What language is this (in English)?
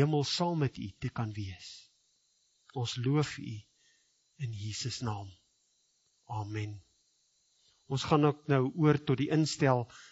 Afrikaans